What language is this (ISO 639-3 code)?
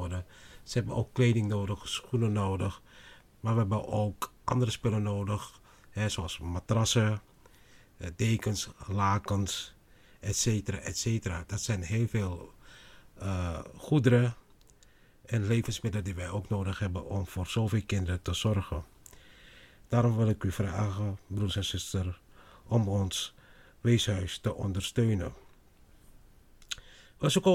nld